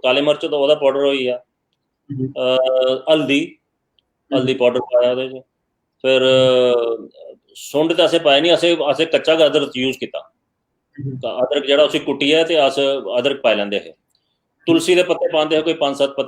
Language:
Dogri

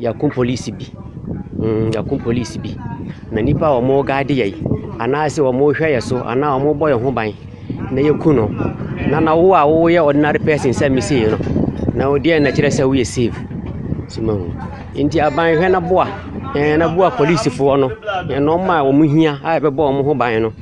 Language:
Akan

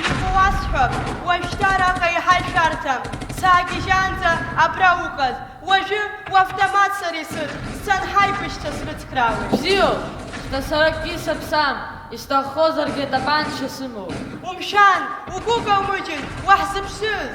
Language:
Abkhazian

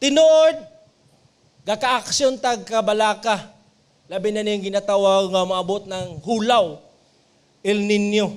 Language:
Cebuano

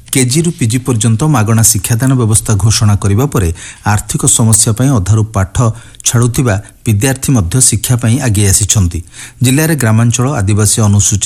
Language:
Odia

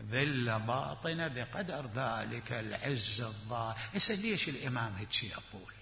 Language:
Mesopotamian Arabic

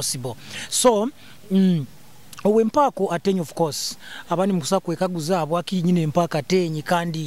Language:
Nyoro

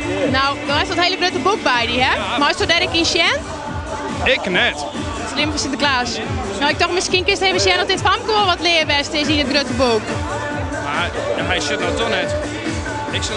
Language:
Western Frisian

